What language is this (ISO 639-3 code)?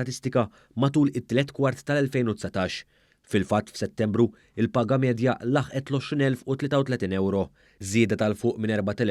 mlt